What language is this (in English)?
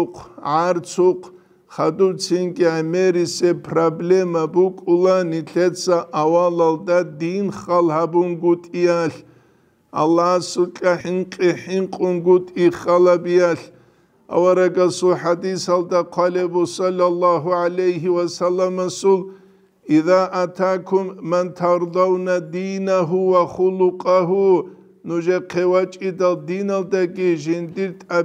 Avaric